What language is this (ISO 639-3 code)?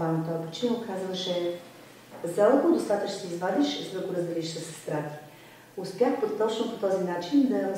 bul